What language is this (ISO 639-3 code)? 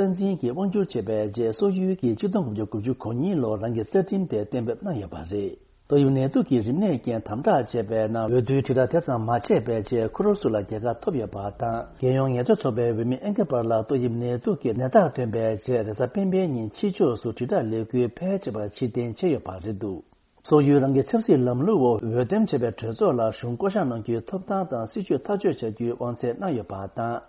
bod